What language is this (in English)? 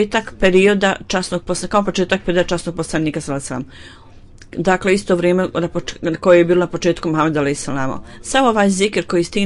Bosnian